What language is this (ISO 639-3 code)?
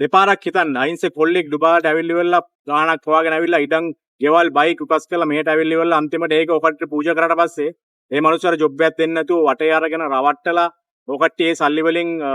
sin